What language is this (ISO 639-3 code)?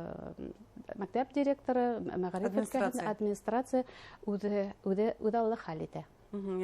bak